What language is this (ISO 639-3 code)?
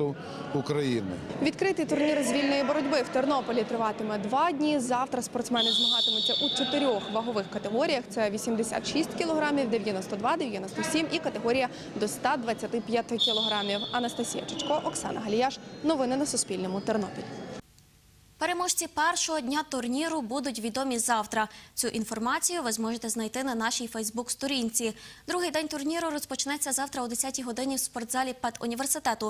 ukr